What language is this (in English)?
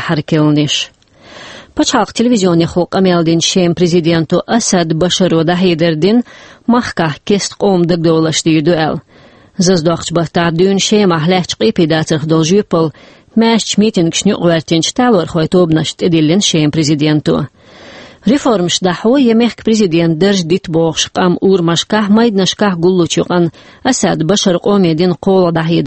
Chechen